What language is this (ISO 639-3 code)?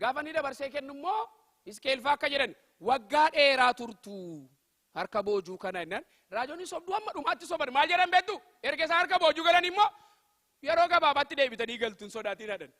orm